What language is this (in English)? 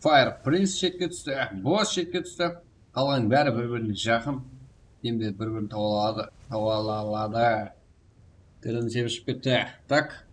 Kara-Kalpak